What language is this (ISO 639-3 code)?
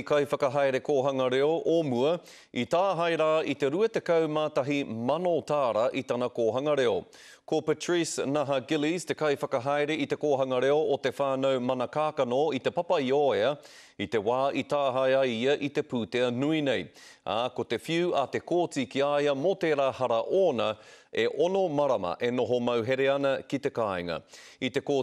mri